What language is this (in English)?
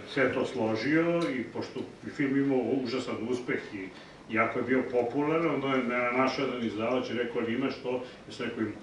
Serbian